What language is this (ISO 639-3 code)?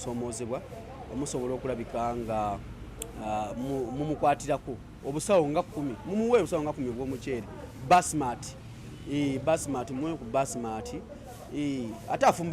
lug